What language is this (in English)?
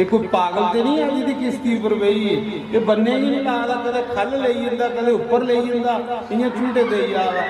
Dogri